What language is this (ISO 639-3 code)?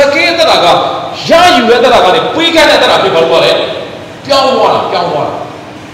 mya